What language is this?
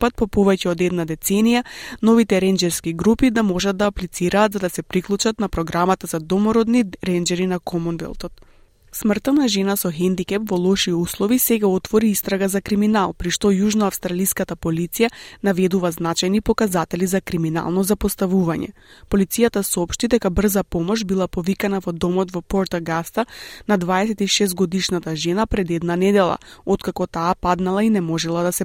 Macedonian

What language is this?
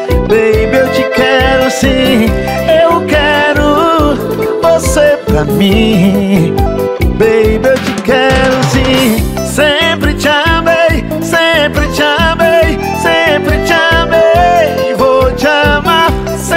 Portuguese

